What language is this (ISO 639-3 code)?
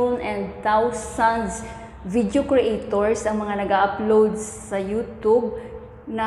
fil